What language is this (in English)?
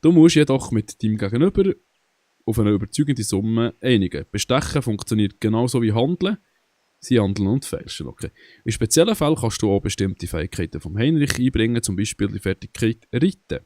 Swiss German